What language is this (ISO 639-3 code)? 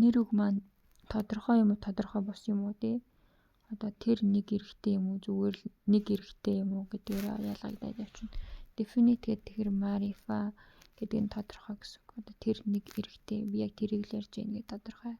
mon